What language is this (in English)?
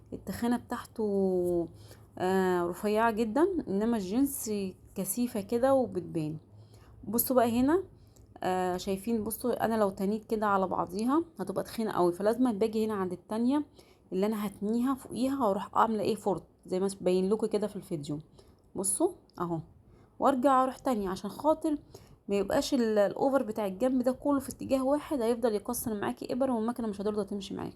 Egyptian Arabic